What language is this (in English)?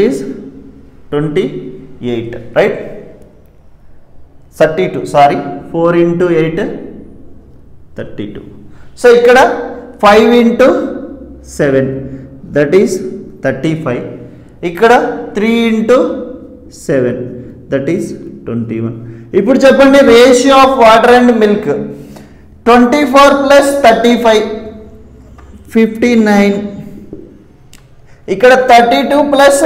Telugu